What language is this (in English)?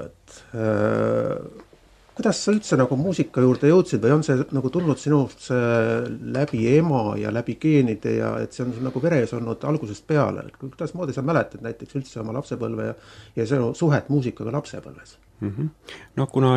Estonian